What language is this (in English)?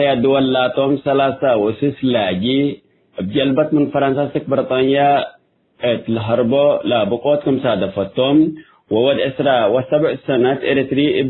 Tigre